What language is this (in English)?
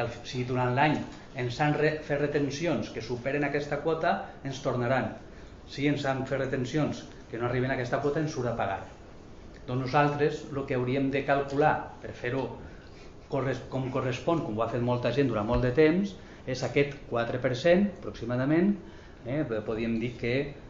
Catalan